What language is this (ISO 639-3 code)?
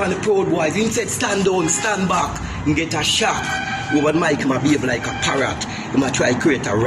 jam